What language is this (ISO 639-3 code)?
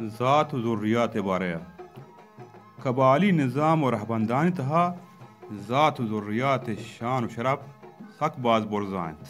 bal